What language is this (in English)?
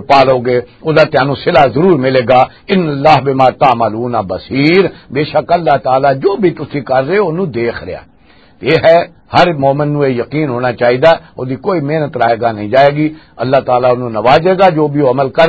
Western Panjabi